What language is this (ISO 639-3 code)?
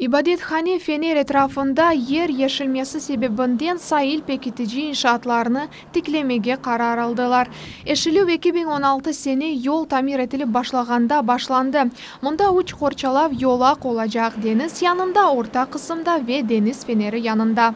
crh